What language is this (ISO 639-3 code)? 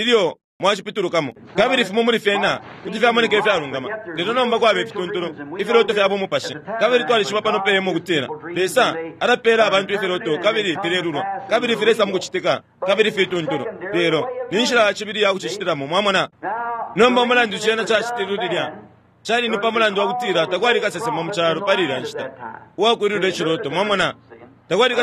bem